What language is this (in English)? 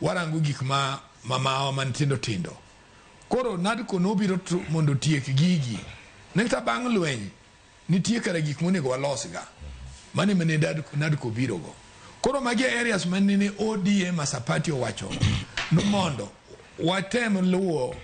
Luo (Kenya and Tanzania)